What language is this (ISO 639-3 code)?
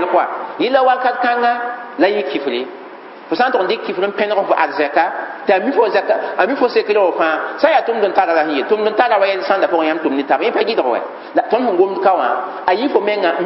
mos